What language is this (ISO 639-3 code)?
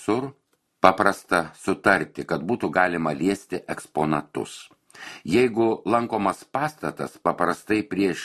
lit